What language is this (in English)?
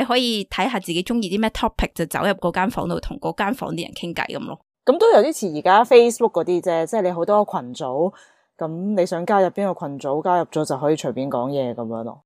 Cantonese